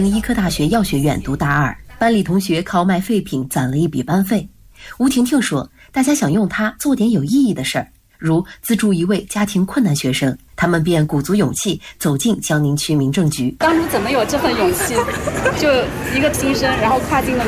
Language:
Chinese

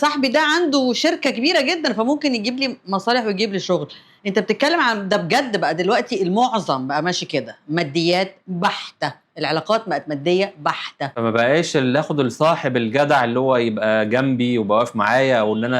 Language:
Egyptian Arabic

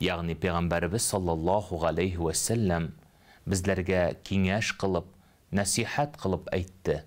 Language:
Tatar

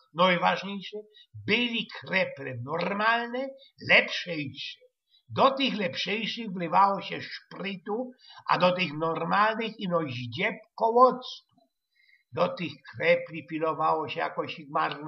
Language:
Silesian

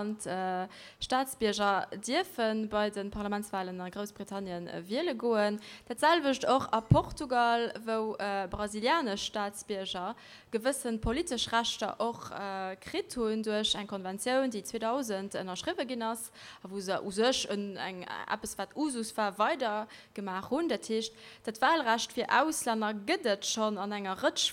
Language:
Luxembourgish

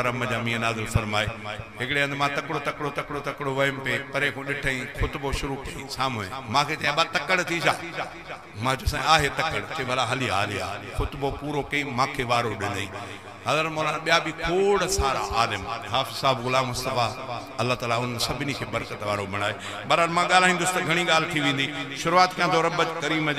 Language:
Sindhi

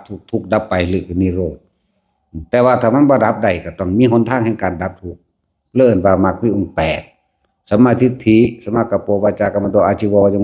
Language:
Northeastern Thai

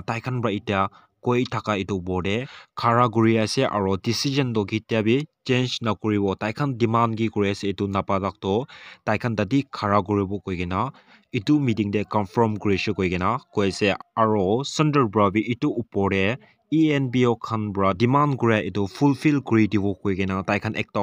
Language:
Naga Pidgin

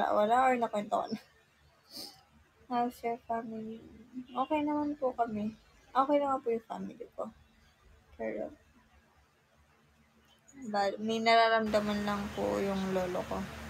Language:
Filipino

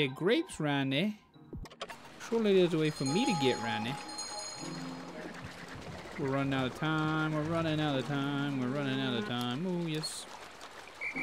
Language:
English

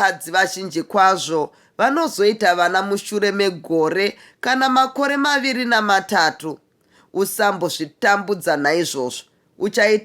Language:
Shona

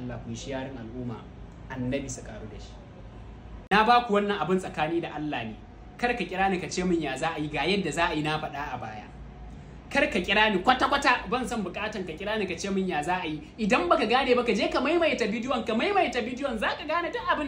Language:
Hausa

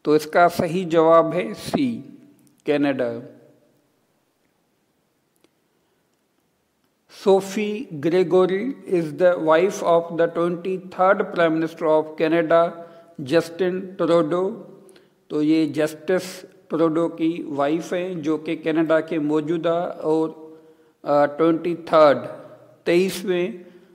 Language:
Hindi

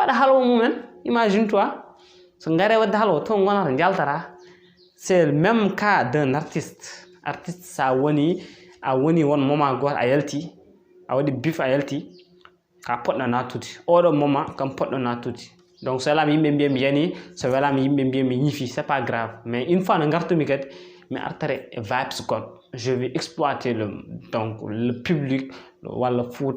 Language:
Fula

